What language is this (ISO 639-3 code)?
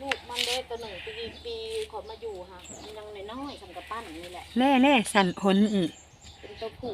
tts